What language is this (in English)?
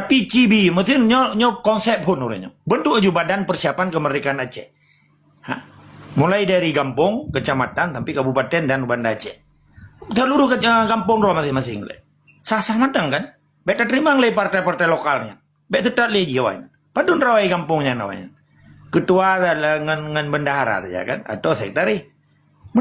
Achinese